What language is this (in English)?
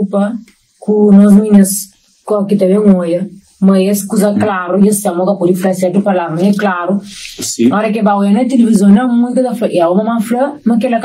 Kabuverdianu